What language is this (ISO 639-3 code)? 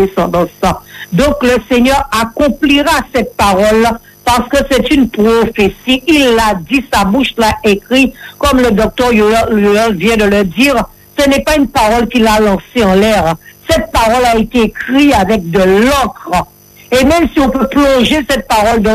fra